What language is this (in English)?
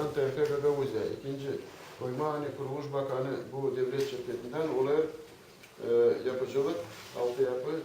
Gagauz